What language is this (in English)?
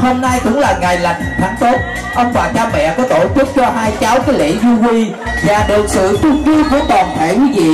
Vietnamese